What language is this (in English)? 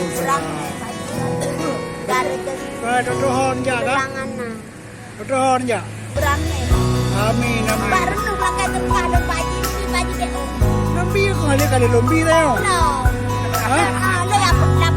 Achinese